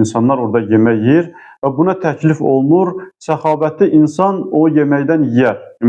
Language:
Azerbaijani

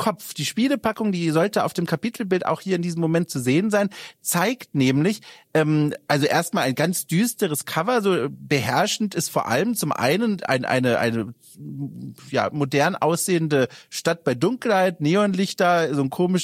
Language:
German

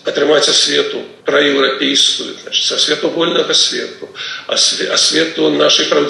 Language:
Belarusian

